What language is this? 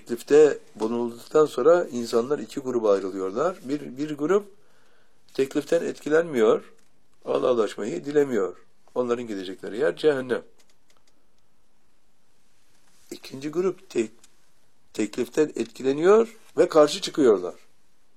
Turkish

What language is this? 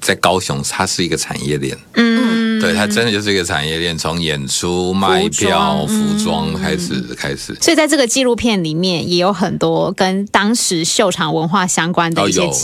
Chinese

